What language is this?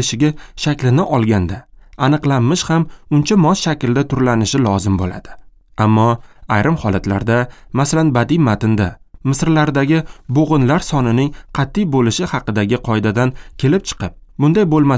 Uzbek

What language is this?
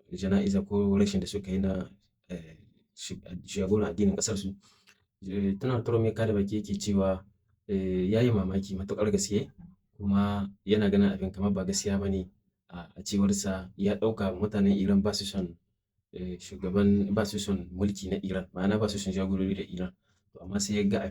Hausa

